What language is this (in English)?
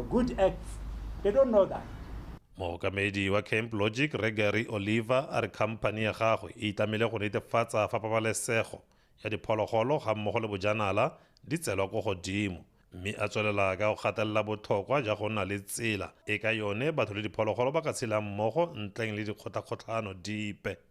Tswana